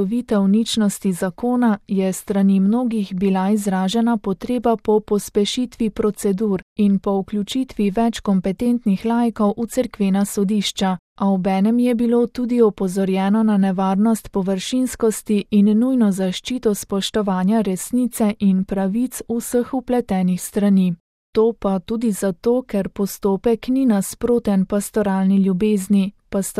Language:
Slovenian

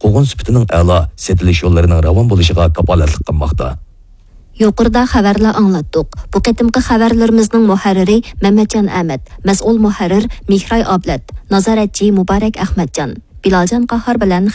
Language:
Uyghur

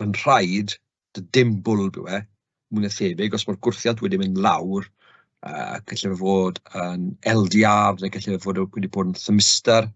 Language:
Welsh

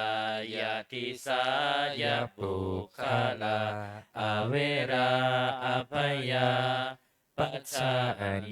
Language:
Pali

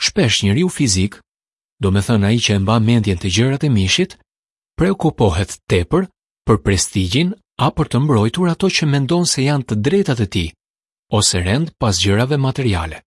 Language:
Albanian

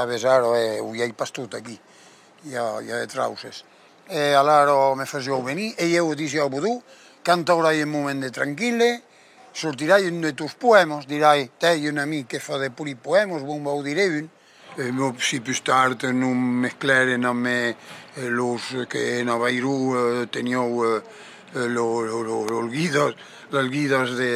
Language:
Occitan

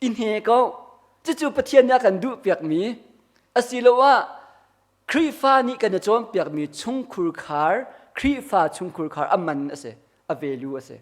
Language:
Hakha Chin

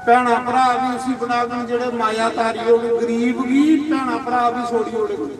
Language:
Dogri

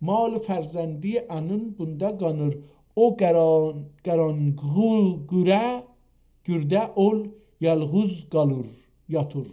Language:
South Azerbaijani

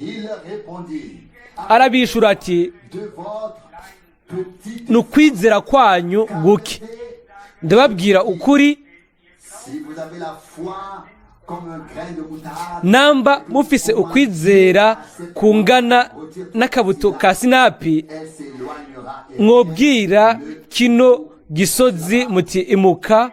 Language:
Rundi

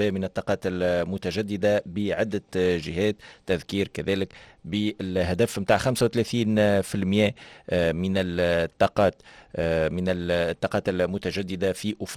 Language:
Tunisian Arabic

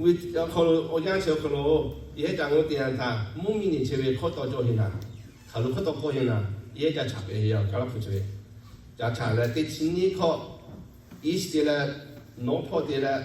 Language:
Lahu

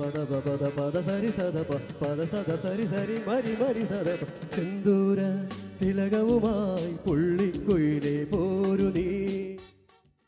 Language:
Malayalam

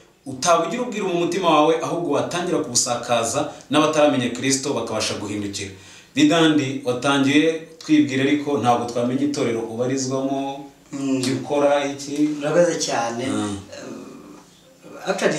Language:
Kinyarwanda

